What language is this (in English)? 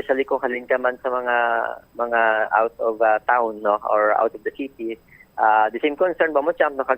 Hiligaynon